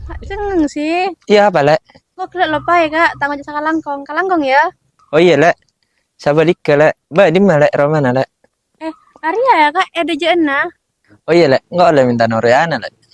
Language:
Madurese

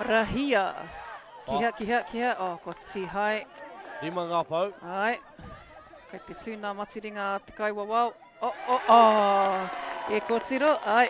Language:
Māori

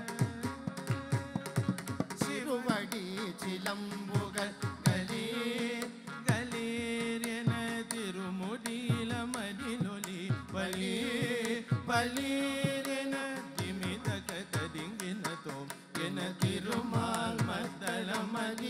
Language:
Tamil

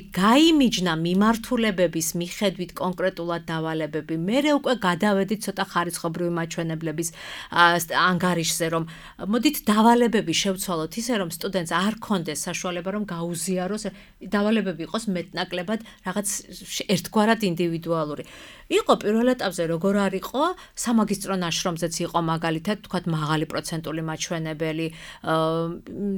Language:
Georgian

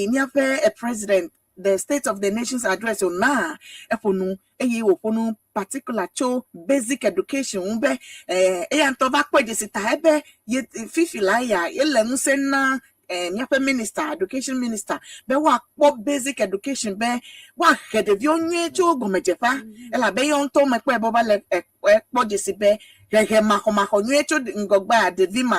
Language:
Ewe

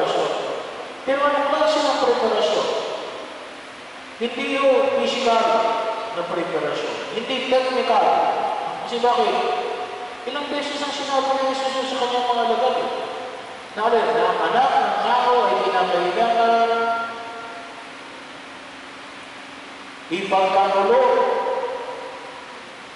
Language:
Filipino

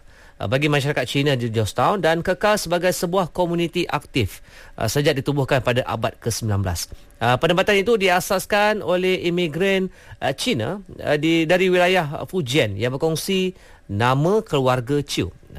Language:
Malay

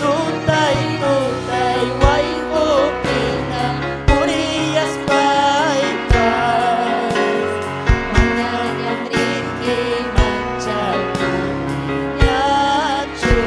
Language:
Ayacucho Quechua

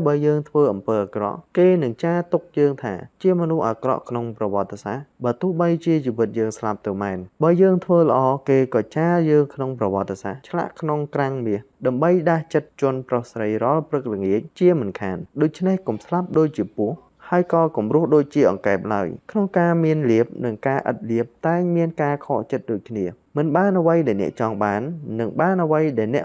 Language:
Khmer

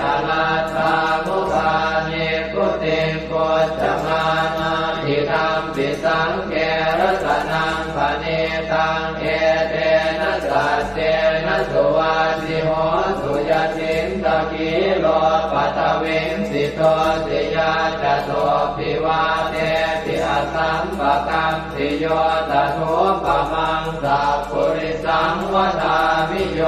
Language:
Pali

